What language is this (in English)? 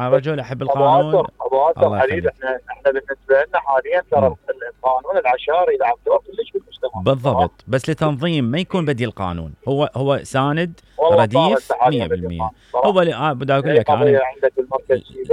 Mesopotamian Arabic